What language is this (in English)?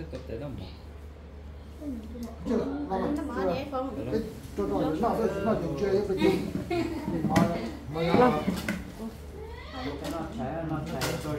Vietnamese